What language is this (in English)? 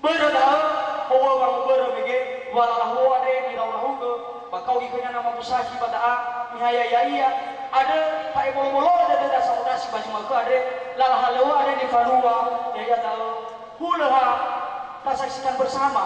Nias